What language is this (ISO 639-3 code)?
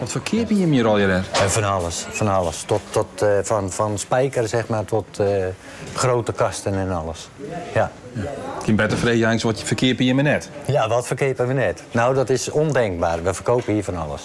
fry